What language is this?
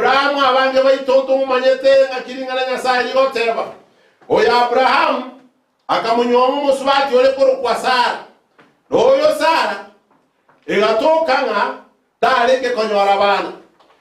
Gusii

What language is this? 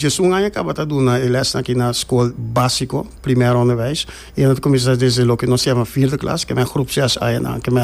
Papiamento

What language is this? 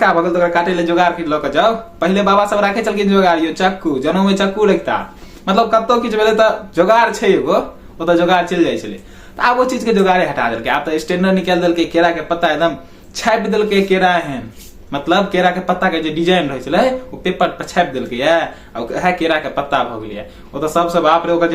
Maithili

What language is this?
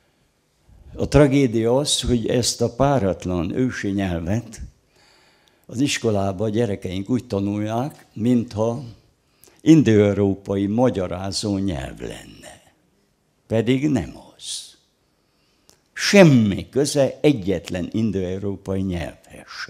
Hungarian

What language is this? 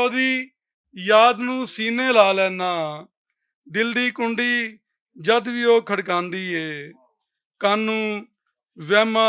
Western Panjabi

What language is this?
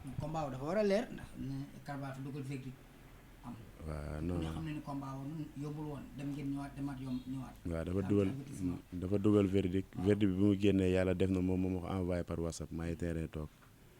Wolof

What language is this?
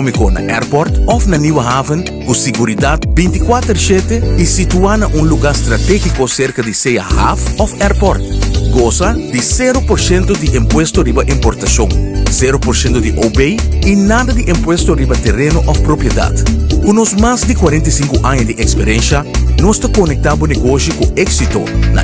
Papiamento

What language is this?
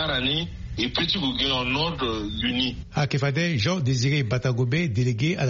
Sango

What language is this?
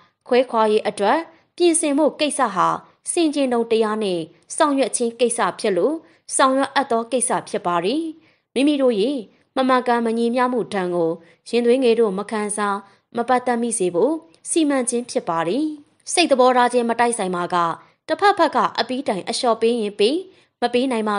Burmese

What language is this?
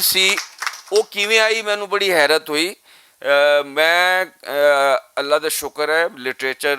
Western Panjabi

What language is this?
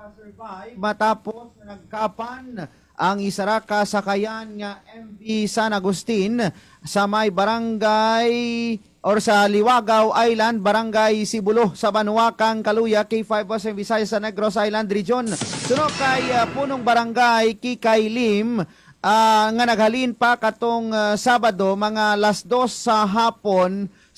Hiligaynon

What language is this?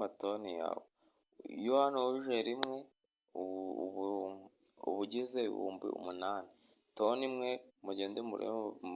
Kinyarwanda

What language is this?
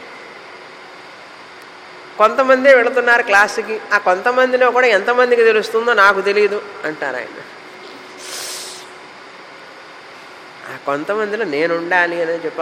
Telugu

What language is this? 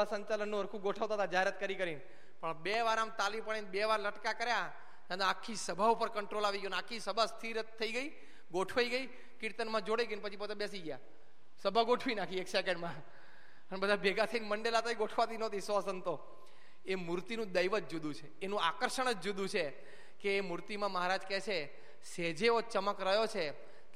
Gujarati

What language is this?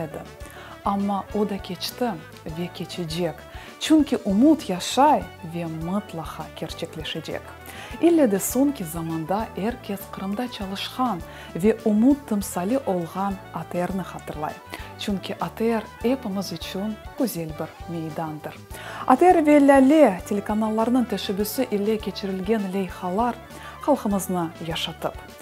Crimean Tatar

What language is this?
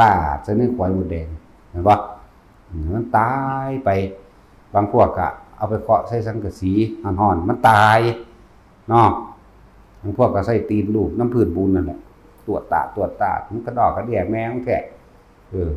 Northeastern Thai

